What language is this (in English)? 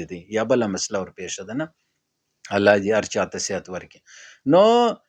Pashto